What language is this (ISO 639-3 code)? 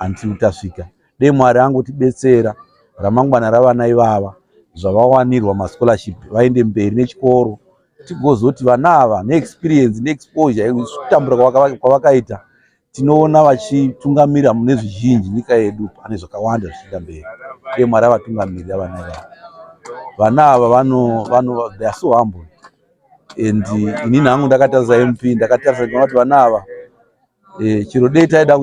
sna